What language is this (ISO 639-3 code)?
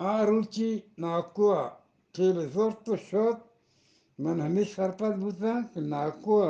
bgp